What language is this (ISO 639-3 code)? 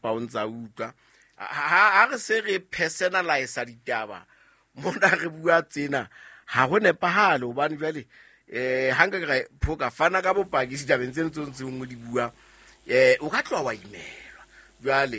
sot